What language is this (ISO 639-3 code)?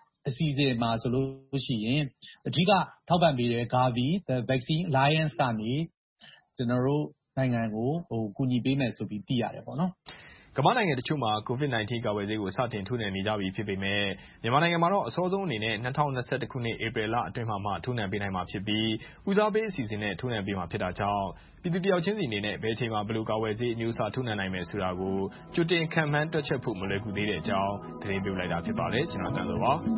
mya